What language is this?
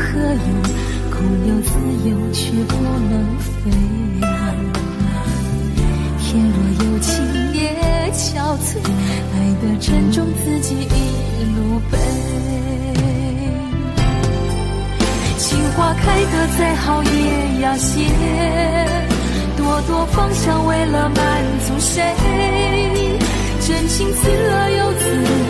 Min Nan Chinese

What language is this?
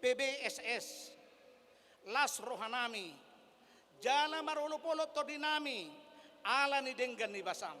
Batak Toba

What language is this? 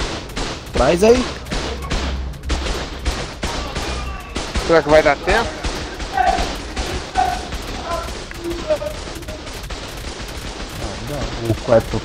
Portuguese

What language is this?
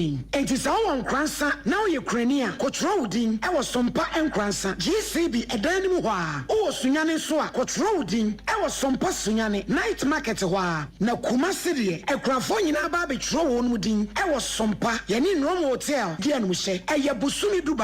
Akan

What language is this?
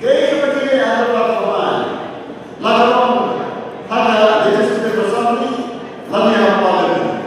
Khasi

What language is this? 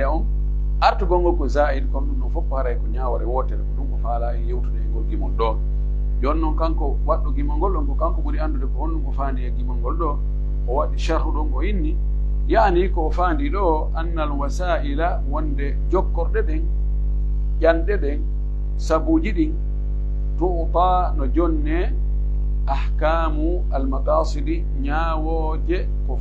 Pular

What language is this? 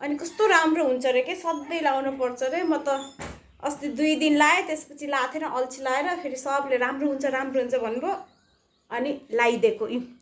Nepali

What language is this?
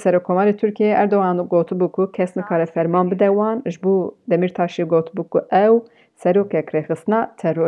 Kurdish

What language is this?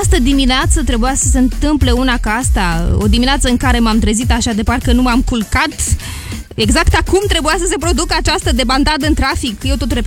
Romanian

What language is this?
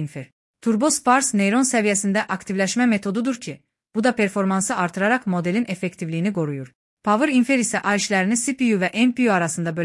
Azerbaijani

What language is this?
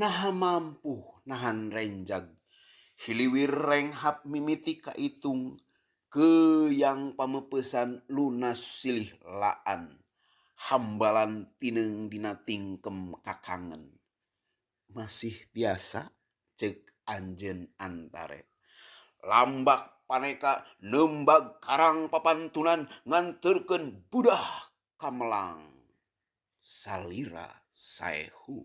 Sundanese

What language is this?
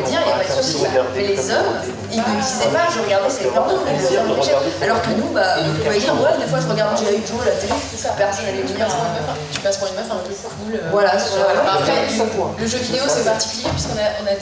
French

